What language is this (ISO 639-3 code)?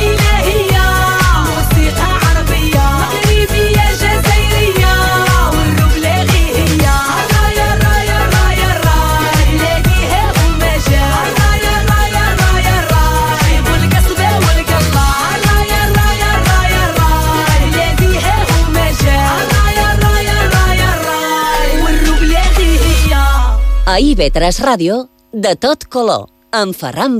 cat